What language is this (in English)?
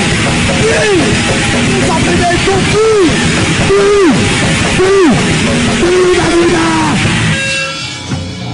Portuguese